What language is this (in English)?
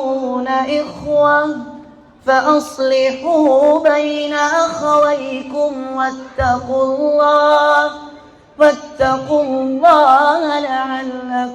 Maranao